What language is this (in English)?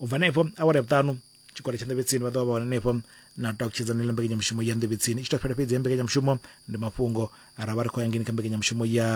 Venda